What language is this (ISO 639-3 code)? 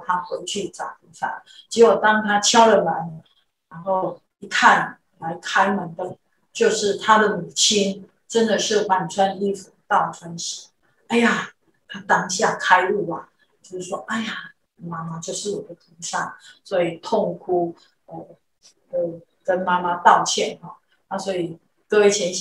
zho